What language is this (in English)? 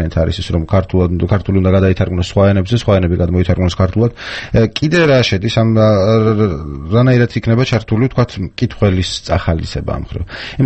Georgian